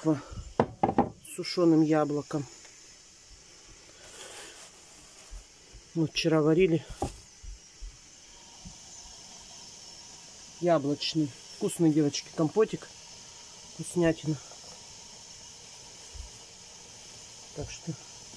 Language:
Russian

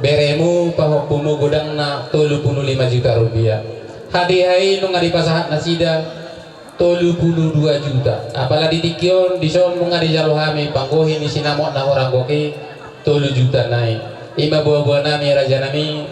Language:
Batak Toba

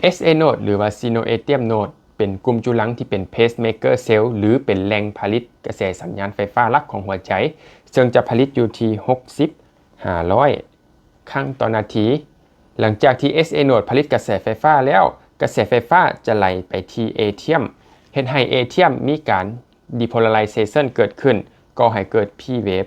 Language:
Lao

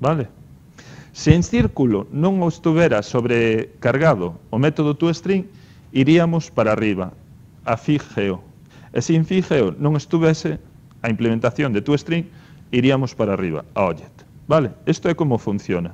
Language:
Galician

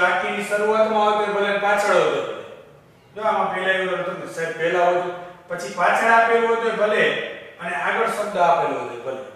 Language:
Gujarati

